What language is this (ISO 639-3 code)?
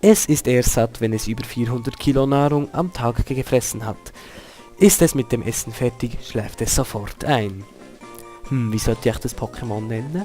gsw